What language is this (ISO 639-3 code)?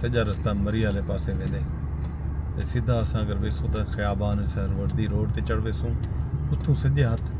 skr